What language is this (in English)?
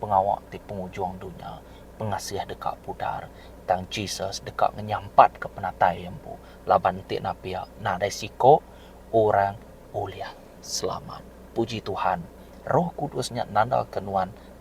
Iban